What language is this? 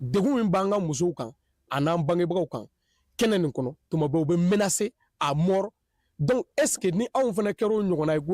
Bambara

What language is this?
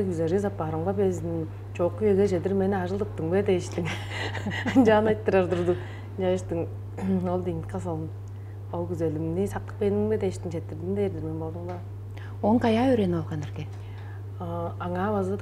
Tuvinian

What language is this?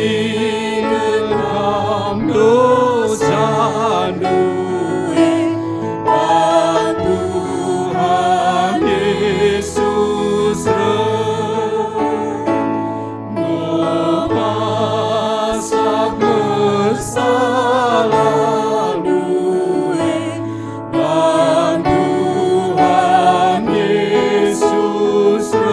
Batak Karo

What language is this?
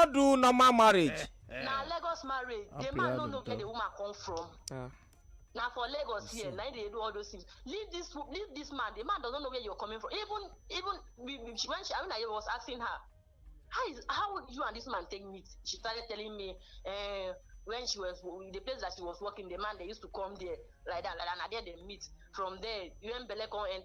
Nigerian Pidgin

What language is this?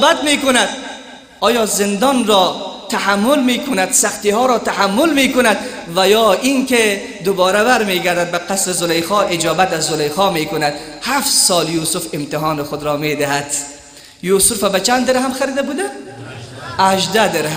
Persian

